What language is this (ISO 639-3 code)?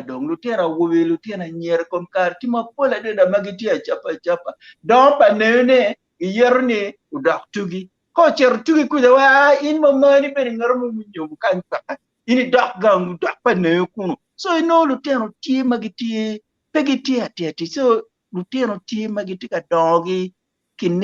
ach